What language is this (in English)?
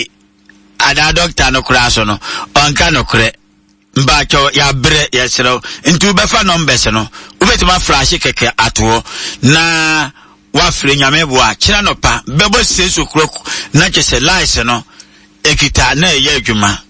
Akan